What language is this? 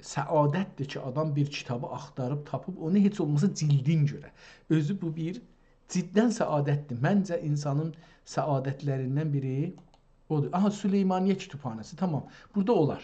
South Azerbaijani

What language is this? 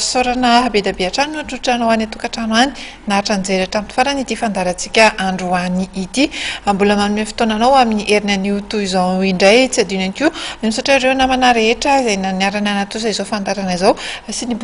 Malagasy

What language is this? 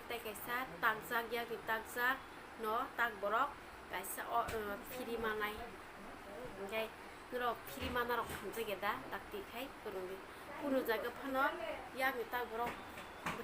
Kok Borok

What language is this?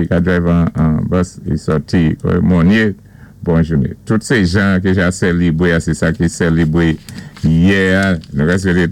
Saint Lucian Creole French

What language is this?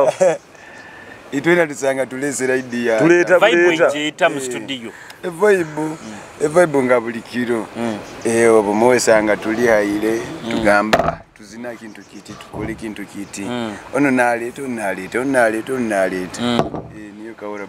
Nyoro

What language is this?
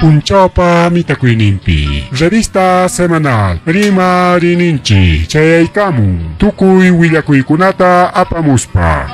Ayacucho Quechua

